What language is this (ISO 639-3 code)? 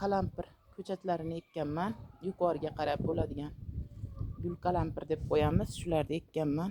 uzb